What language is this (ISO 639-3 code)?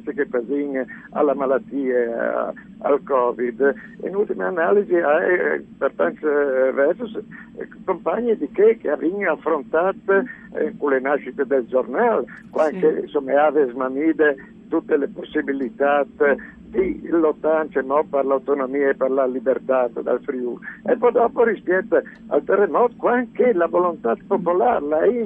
fur